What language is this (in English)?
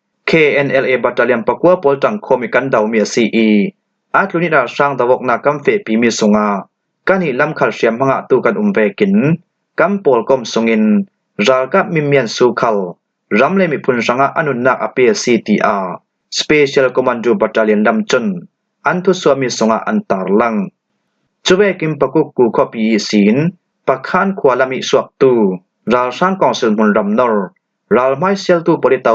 Falam Chin